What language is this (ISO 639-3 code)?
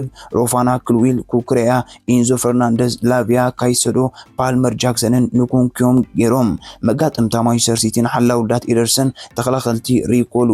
tir